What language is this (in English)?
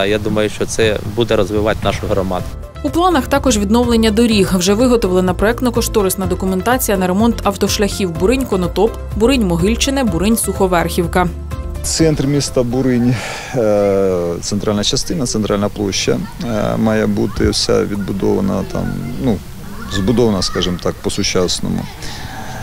Ukrainian